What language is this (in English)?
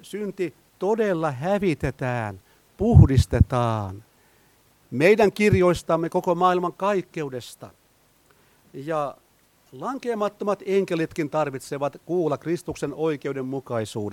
Finnish